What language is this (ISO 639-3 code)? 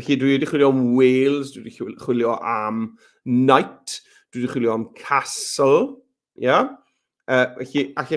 cym